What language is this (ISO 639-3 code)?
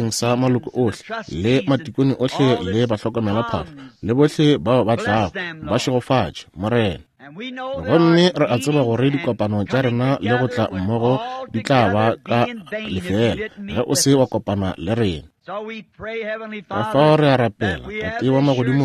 nso